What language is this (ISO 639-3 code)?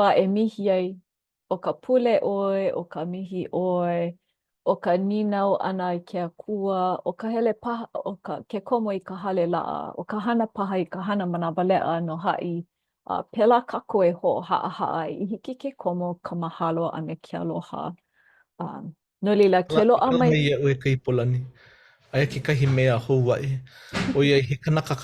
haw